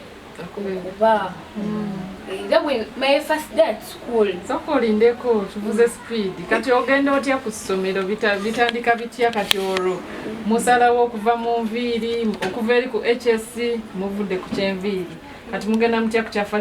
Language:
Ganda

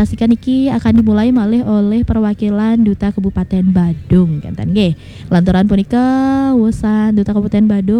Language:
Balinese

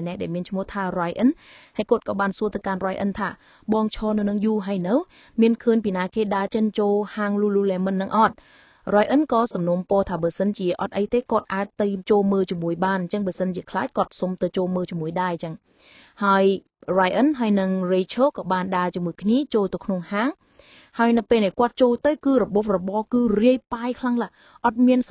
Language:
Khmer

